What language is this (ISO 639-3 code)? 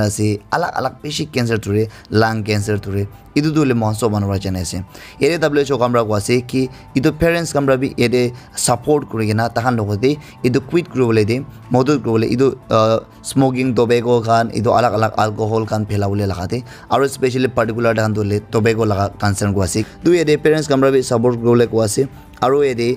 nag